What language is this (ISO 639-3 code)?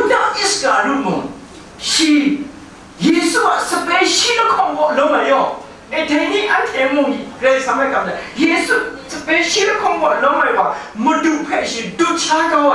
kac